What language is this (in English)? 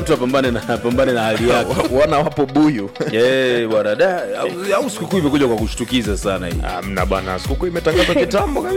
Swahili